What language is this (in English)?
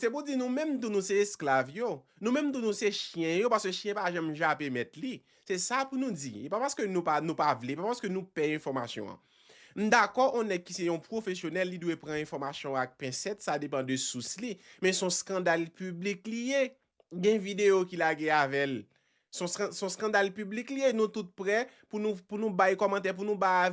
Haitian Creole